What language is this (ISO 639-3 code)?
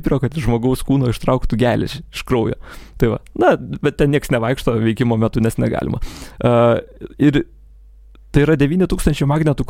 lit